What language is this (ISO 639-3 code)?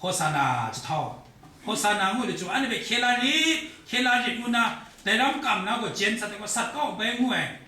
kac